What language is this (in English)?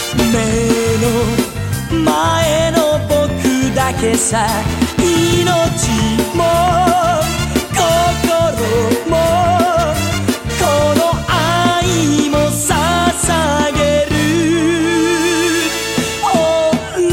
Japanese